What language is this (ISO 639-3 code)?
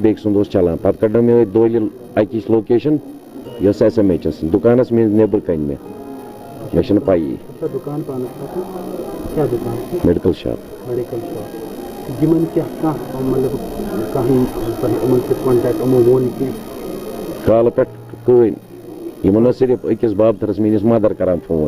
kas